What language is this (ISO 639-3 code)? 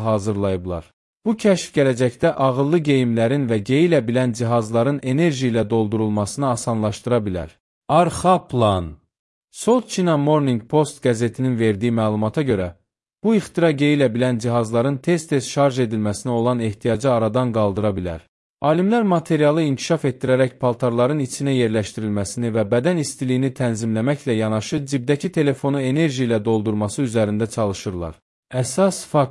aze